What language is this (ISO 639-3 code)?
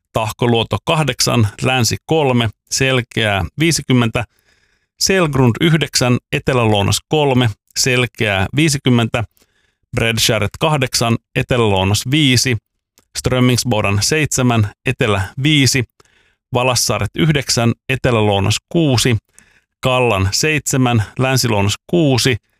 fin